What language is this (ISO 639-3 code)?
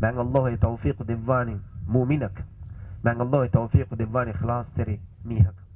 div